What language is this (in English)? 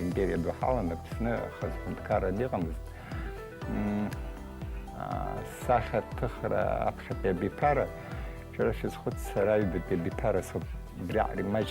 Abkhazian